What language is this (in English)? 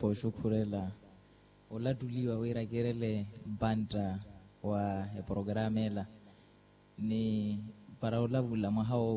Makhuwa